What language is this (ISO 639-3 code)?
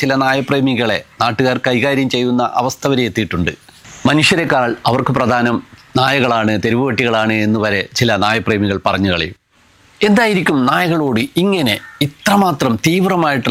mal